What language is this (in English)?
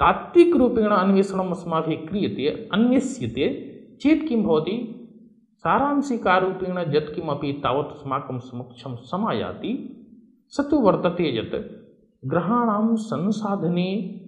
Sanskrit